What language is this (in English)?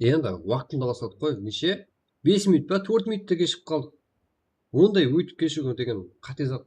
Kara-Kalpak